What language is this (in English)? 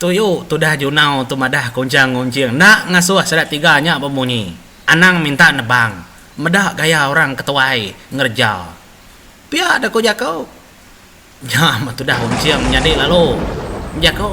Iban